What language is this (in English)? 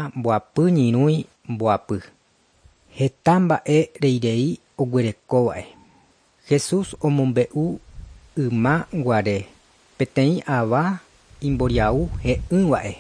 Guarani